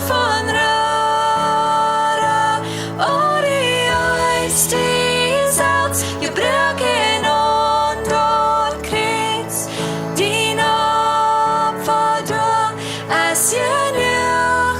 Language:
Plautdietsch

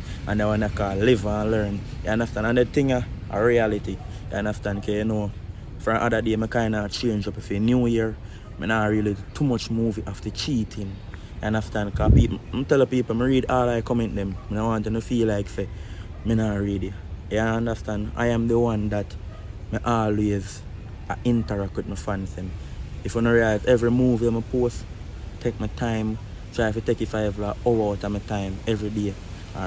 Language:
Jamaican Creole English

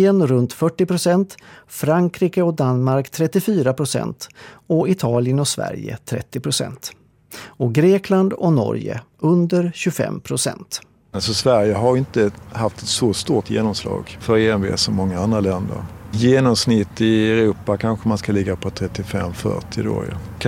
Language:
Swedish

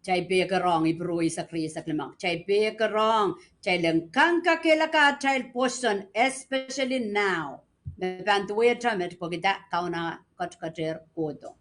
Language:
Pohnpeian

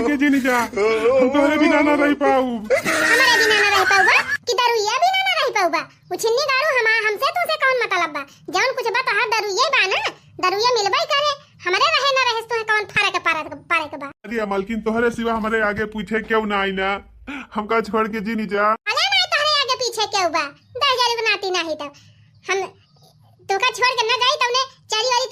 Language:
Awadhi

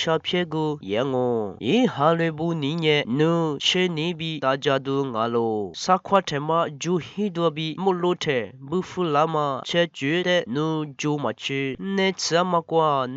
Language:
Lisu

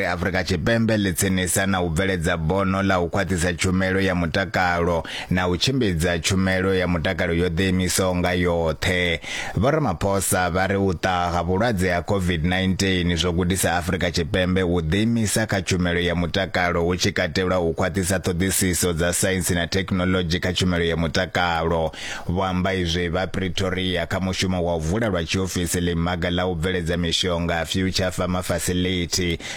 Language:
Venda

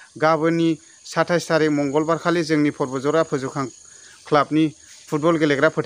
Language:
Bodo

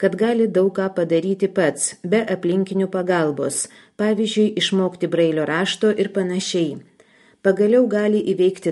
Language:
Lithuanian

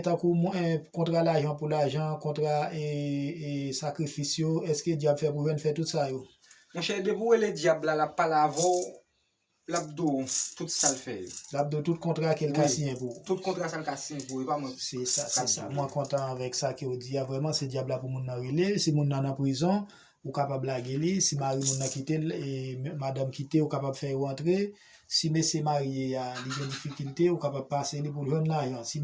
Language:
Haitian Creole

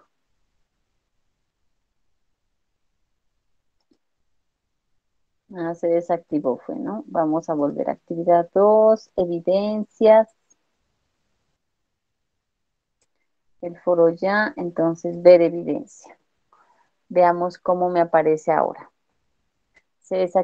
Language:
Spanish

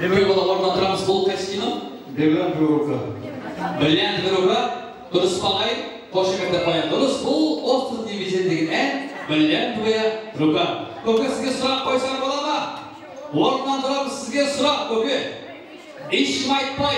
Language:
Kara-Kalpak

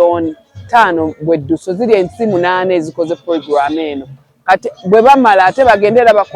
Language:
Ganda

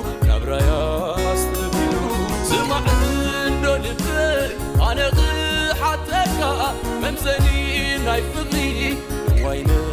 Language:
Tigrinya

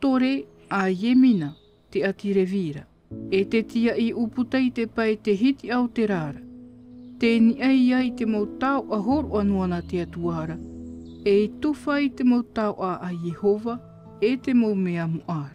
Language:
Tahitian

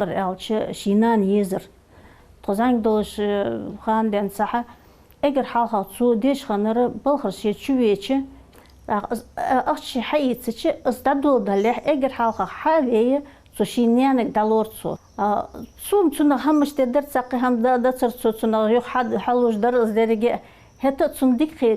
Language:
Ingush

